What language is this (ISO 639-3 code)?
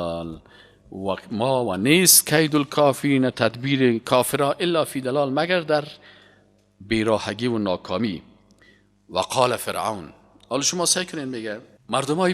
fas